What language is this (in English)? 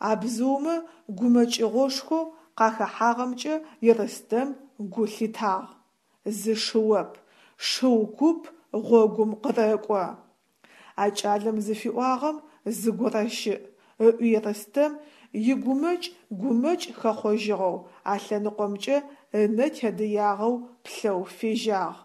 Adyghe